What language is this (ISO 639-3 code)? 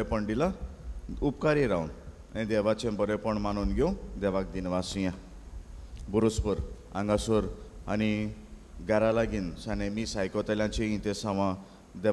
kok